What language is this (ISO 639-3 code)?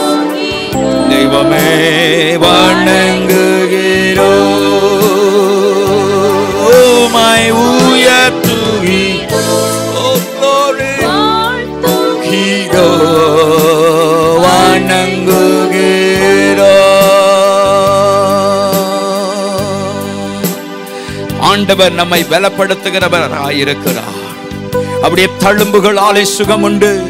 tam